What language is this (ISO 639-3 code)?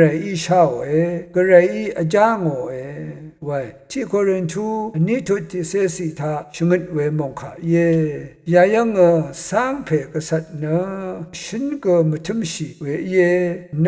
raw